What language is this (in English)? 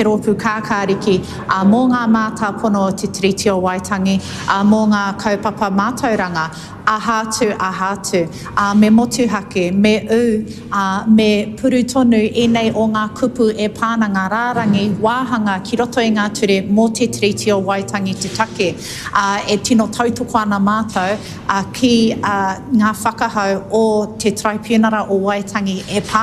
Māori